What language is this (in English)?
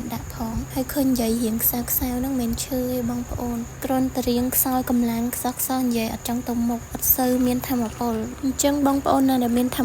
Khmer